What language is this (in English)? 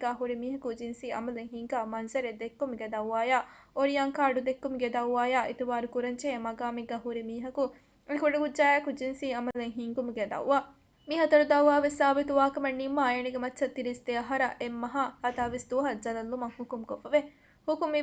Divehi